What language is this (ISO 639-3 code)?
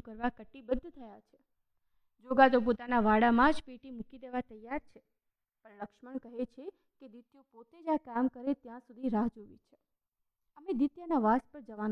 guj